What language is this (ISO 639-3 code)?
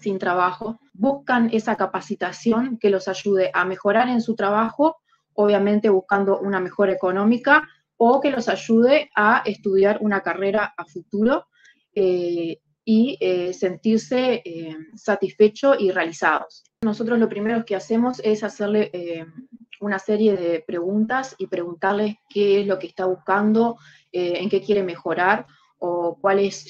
spa